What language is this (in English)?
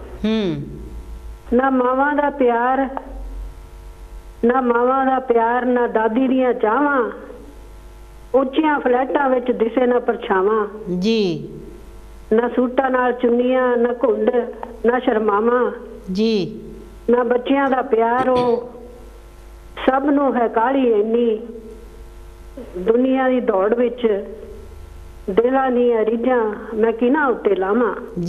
Punjabi